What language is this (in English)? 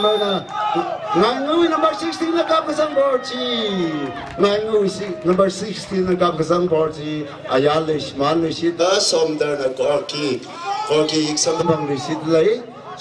Tangkhul Naga (India)